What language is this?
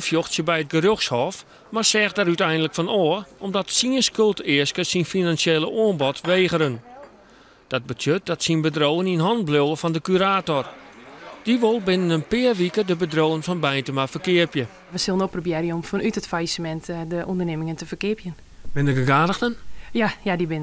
Western Frisian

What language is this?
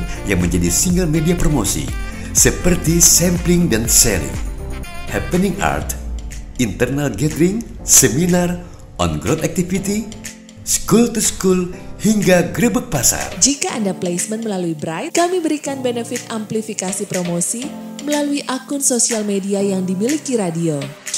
Indonesian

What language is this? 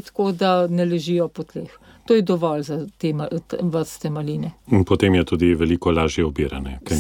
Slovenian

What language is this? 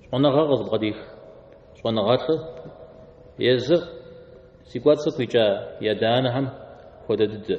Kabardian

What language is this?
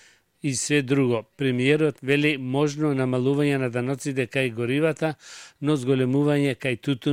Macedonian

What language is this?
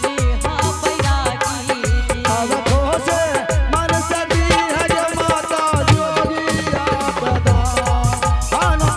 Angika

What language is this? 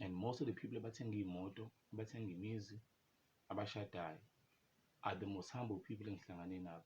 Zulu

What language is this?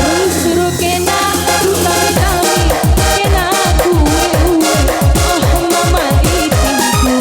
Batak Karo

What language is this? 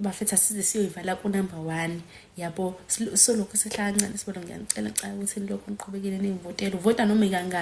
Zulu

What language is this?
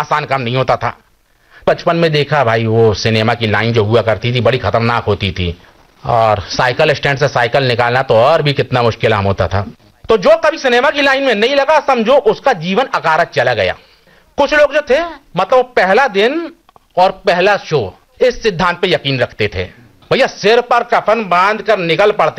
Hindi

